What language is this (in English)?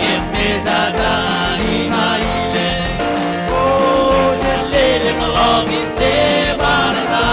Marshallese